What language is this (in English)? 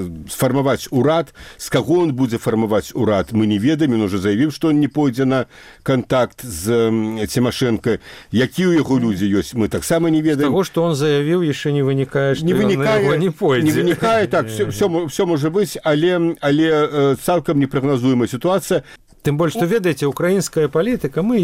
Belarusian